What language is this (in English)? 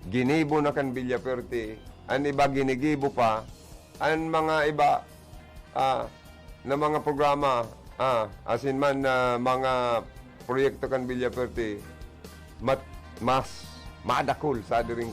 Bikol